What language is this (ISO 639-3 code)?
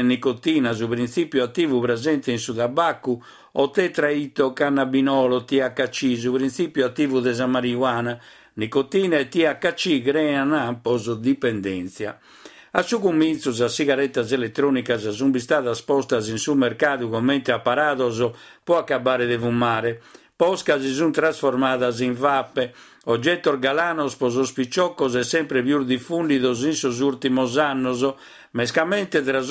srd